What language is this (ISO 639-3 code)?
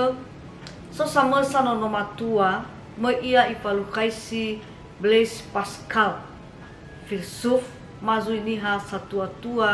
nia